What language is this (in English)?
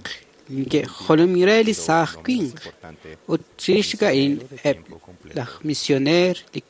Kekchí